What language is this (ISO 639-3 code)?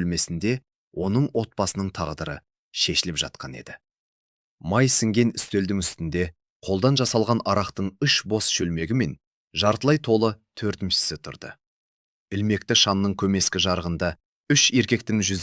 kaz